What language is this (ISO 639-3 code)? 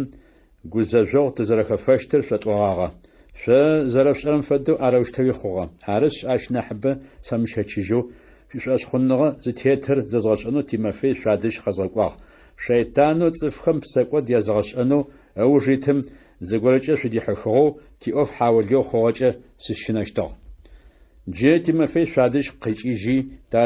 ady